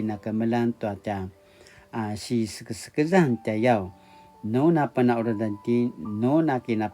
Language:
Paiwan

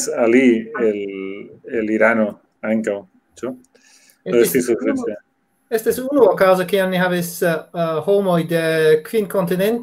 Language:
Esperanto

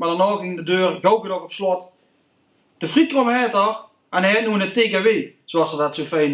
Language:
Limburgish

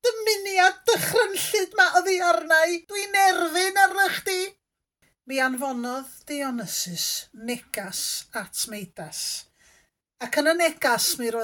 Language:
Welsh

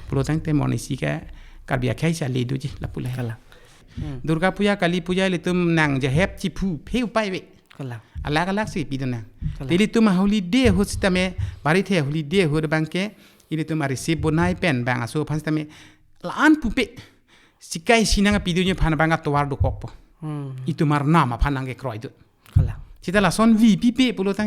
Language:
Karbi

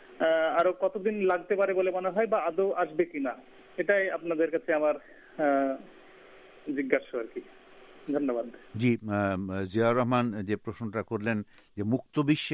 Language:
Bangla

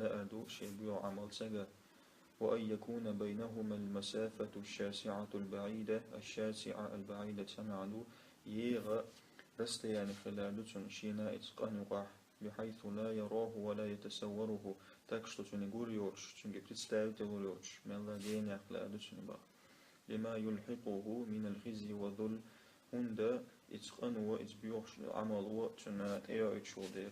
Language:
Chechen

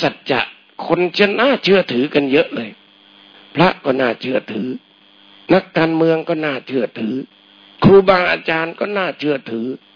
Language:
Thai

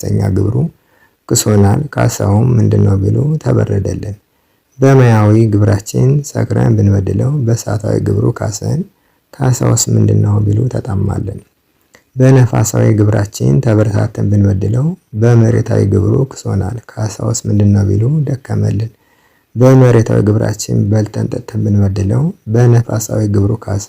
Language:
Amharic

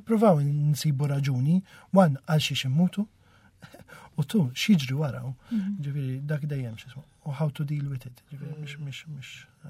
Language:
Maltese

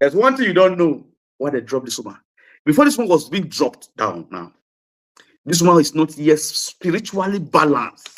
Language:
Nigerian Pidgin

